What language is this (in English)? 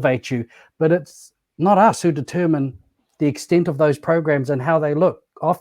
Māori